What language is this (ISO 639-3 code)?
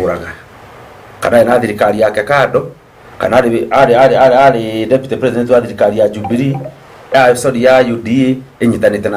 kik